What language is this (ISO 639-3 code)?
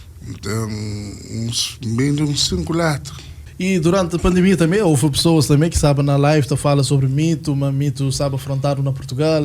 kea